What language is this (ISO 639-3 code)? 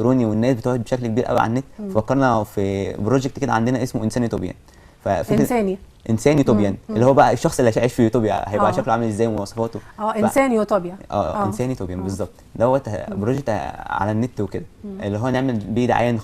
arz